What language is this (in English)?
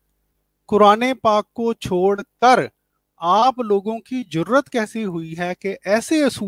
Urdu